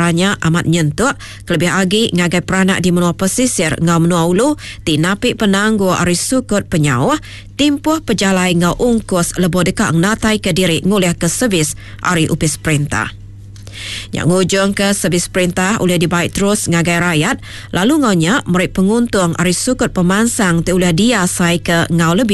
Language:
Iban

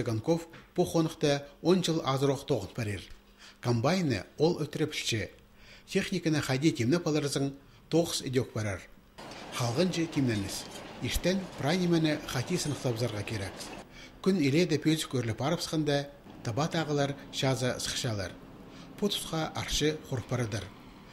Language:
Khakas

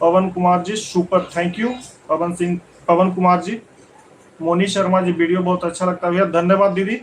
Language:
Magahi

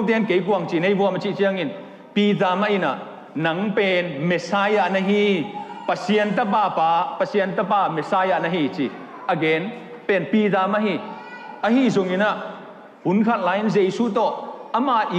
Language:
Tedim Chin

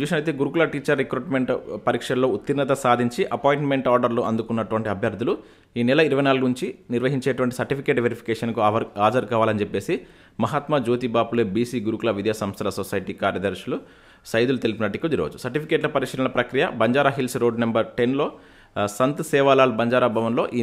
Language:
Telugu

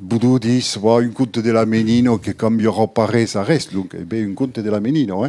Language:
Occitan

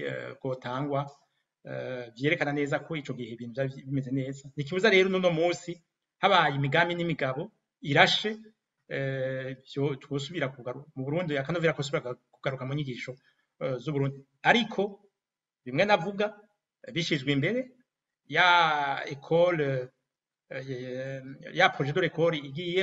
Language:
Rundi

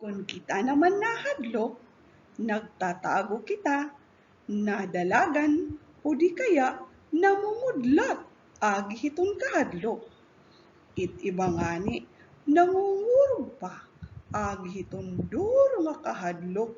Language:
Waray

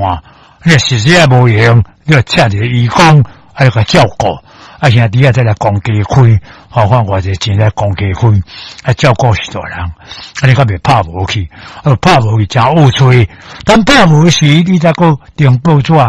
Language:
Min Nan Chinese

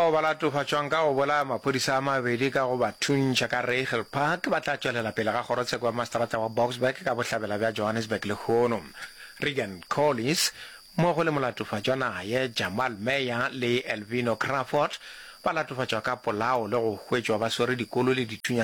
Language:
Northern Sotho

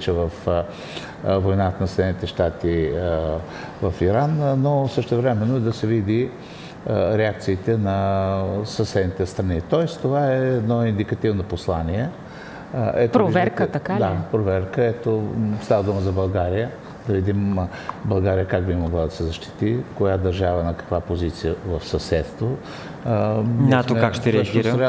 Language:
Bulgarian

